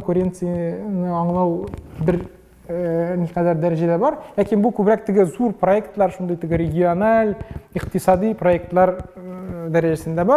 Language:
Tatar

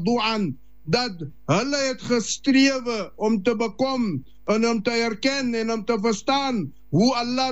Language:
Afrikaans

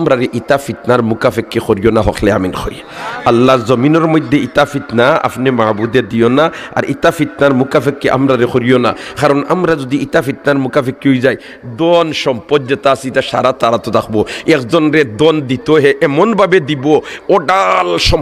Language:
Sylheti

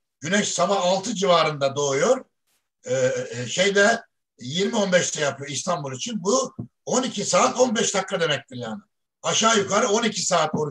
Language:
Turkish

